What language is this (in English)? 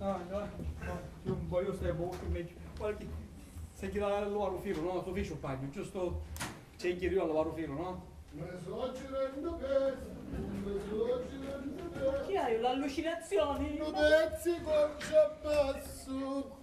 Sicilian